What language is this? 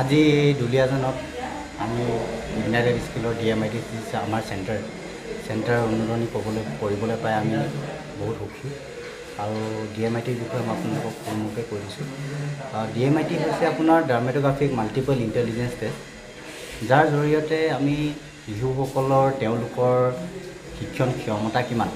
Assamese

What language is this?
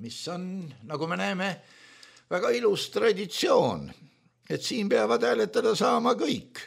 Estonian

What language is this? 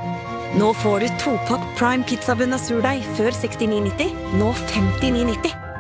Norwegian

